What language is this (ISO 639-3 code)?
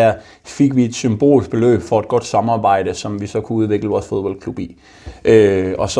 dan